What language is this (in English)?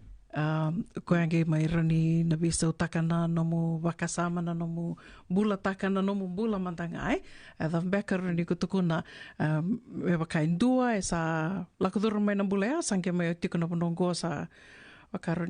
Fijian